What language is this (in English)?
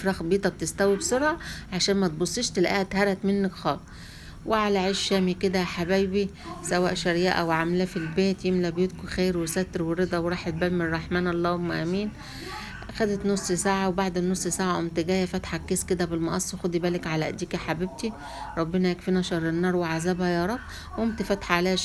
Egyptian Arabic